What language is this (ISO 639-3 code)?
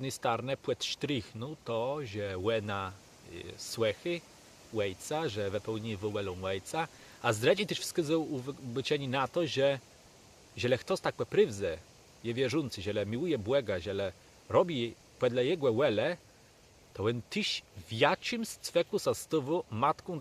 csb